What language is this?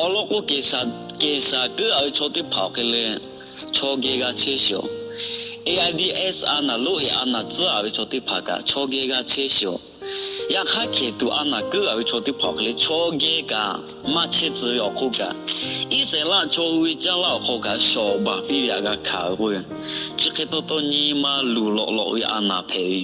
Lahu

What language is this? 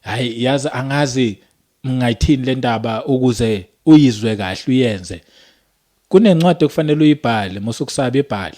Zulu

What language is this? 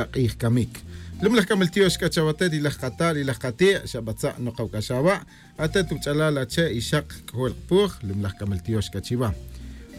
Kaqchikel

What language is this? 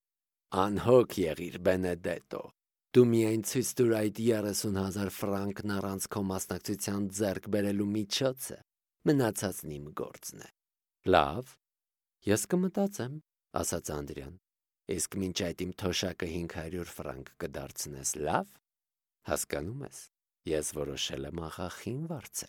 Armenian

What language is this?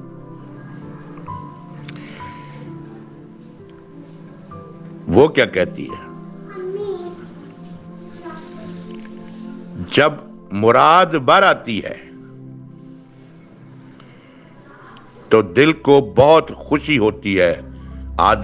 Urdu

